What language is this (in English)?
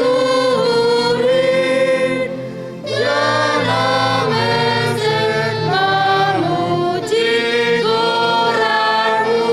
Batak Simalungun